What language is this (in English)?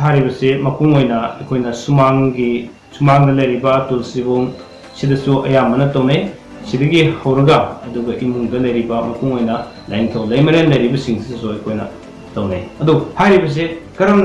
Manipuri